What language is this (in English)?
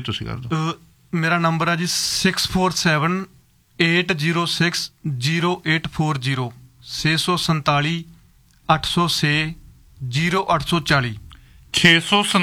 Punjabi